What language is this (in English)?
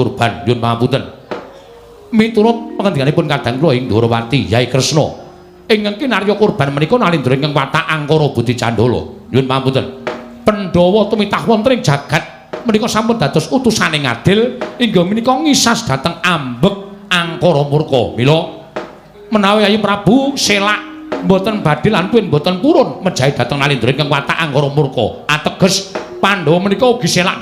Javanese